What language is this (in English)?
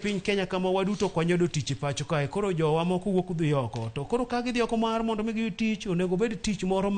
Luo (Kenya and Tanzania)